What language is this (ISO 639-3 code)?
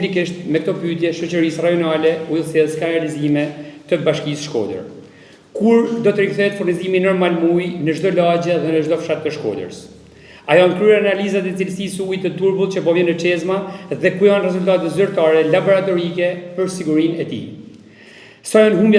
sqi